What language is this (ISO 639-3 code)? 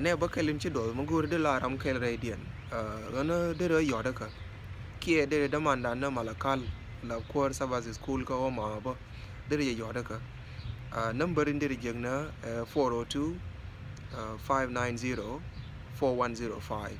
nus